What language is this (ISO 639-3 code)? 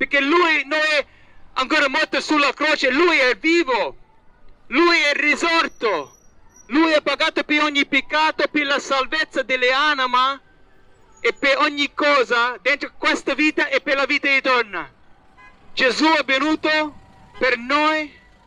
ita